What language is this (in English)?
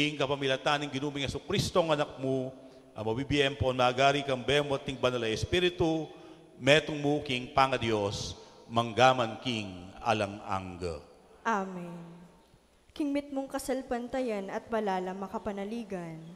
Pampanga